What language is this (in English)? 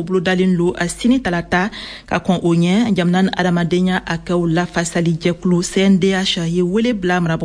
Bambara